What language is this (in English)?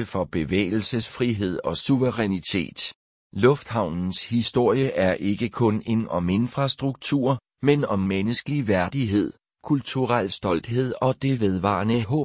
Danish